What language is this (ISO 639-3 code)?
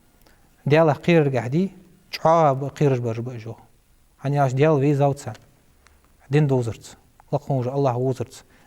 inh